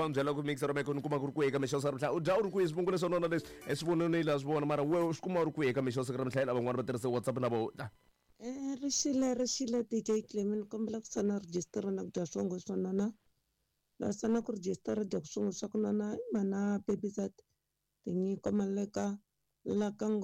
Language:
Tsonga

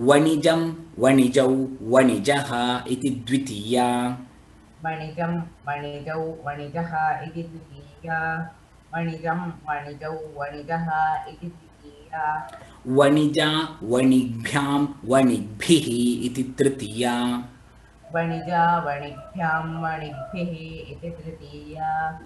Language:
Sanskrit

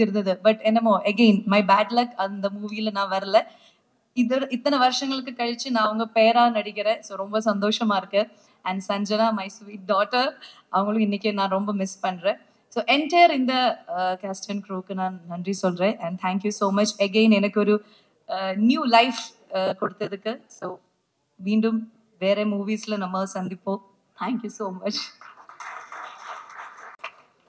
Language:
Tamil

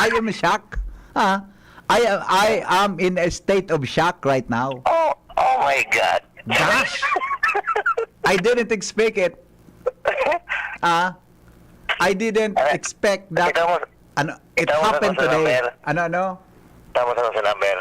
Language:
Bikol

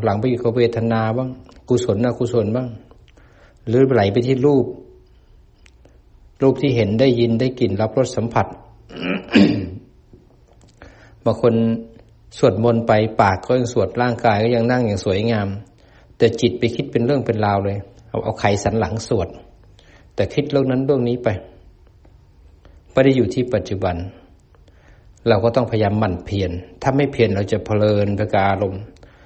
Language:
Thai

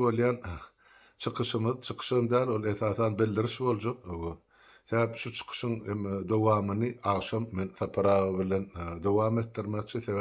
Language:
Turkmen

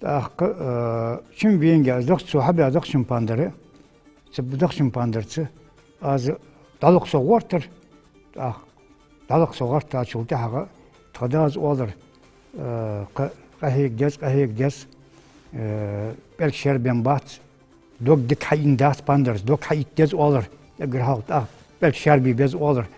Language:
Ingush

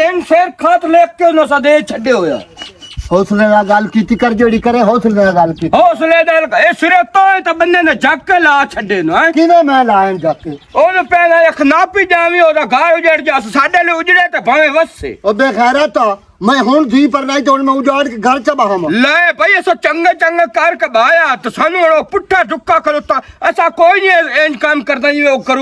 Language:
Western Panjabi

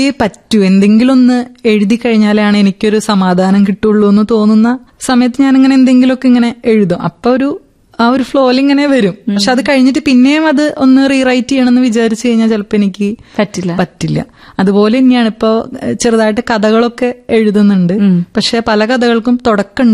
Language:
Malayalam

